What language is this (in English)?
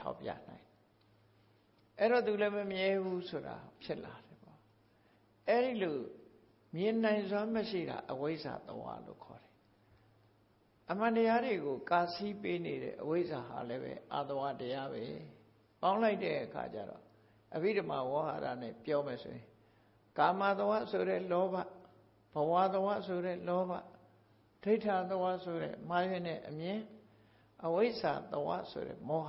Burmese